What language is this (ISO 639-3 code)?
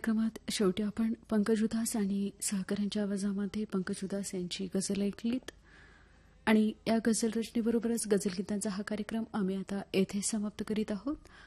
mar